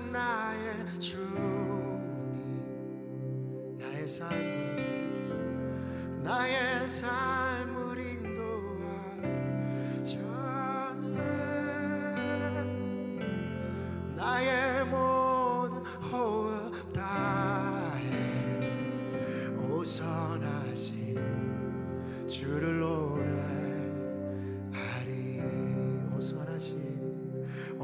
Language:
Korean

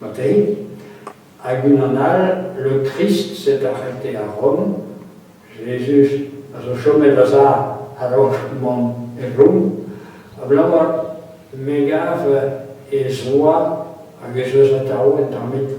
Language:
Breton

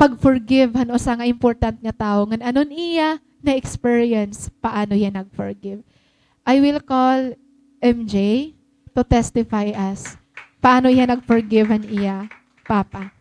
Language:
Waray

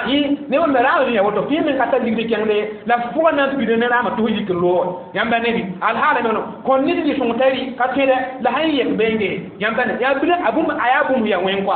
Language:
Mossi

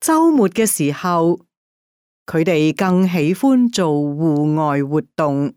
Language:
Cantonese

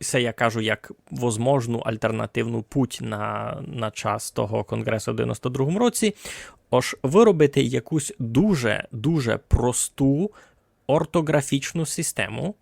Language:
Rusyn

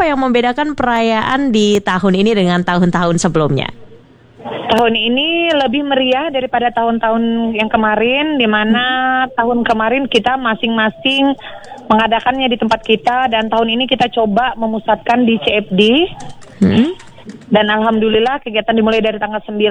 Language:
Indonesian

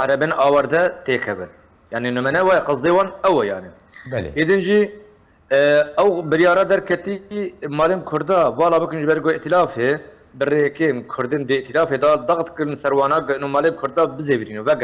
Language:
Kurdish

